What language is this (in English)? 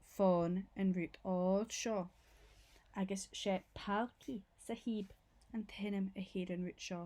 Scottish Gaelic